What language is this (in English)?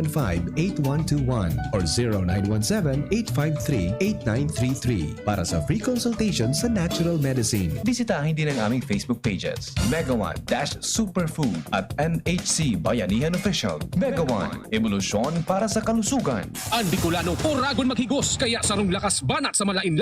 Bikol